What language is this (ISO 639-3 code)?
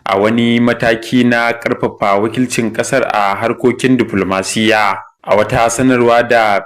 hau